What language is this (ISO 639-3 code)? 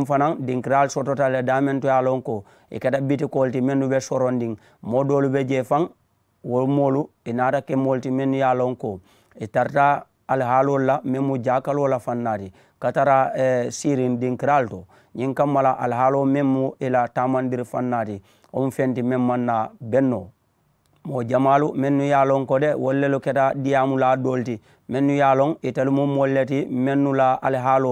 man